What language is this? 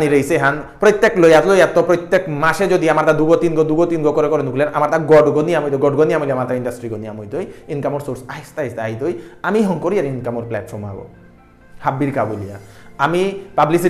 Bishnupriya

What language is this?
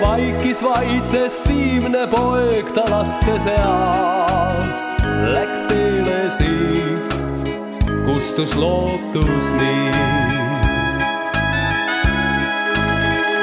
Estonian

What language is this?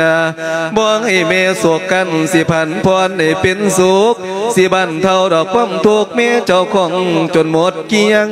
Lao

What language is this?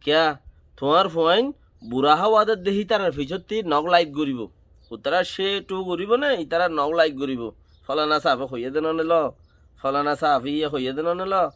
Rohingya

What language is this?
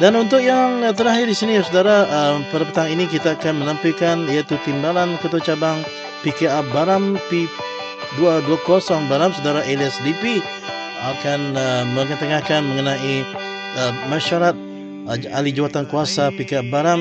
Malay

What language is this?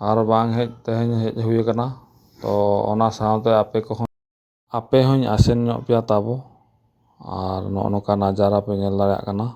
Santali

